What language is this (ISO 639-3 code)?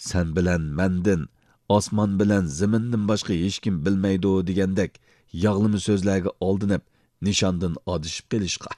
uig